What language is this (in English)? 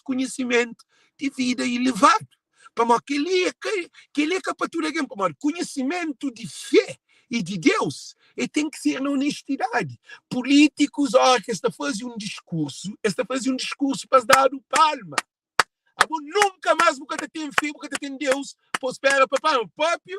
Kabuverdianu